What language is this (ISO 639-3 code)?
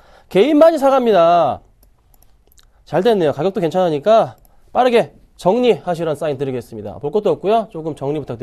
kor